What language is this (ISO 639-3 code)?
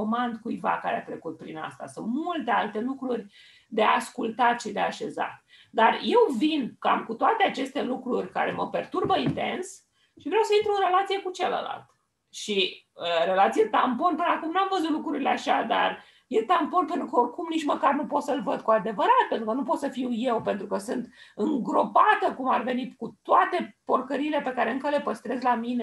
ron